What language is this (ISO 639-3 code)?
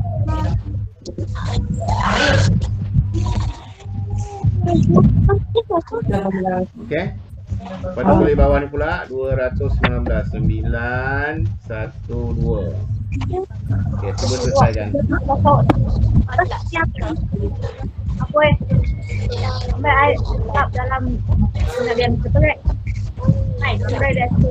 msa